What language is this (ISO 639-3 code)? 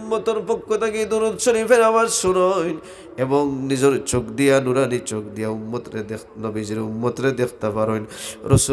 syl